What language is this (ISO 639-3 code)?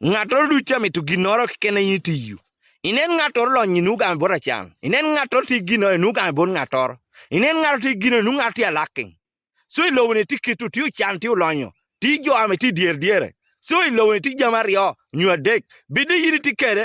ach